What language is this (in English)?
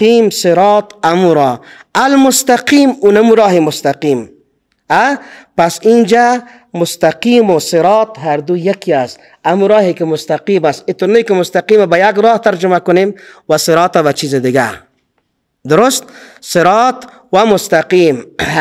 Persian